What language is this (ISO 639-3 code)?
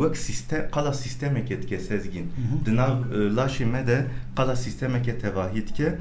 kur